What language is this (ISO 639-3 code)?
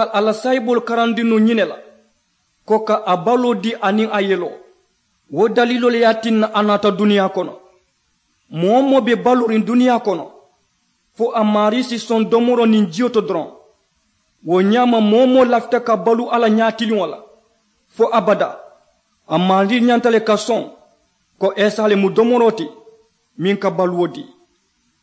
man